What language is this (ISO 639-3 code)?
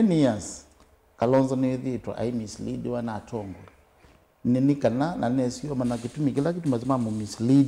kam